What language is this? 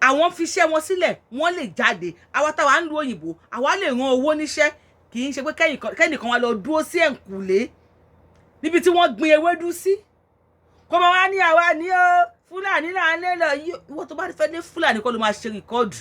Yoruba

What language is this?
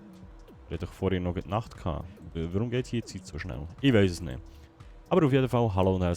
Swiss German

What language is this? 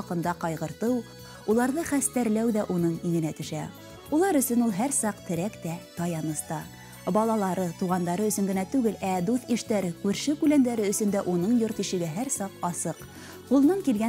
Bashkir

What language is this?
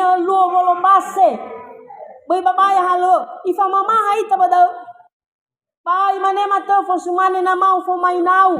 Nias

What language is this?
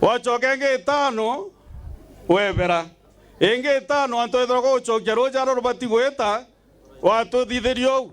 Meru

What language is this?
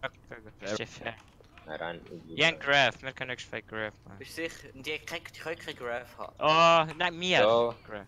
Swiss German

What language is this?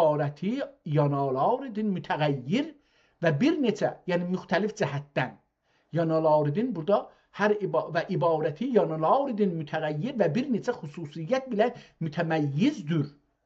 South Azerbaijani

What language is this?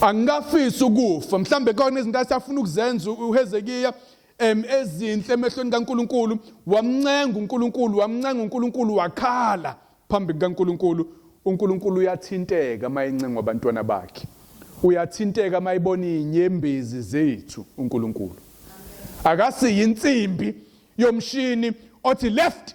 Zulu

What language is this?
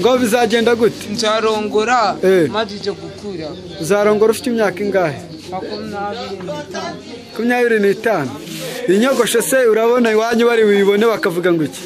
Kinyarwanda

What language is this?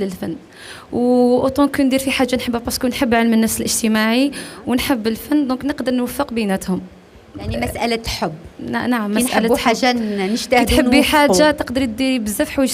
Algerian Arabic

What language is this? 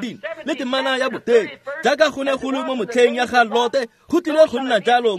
Tswana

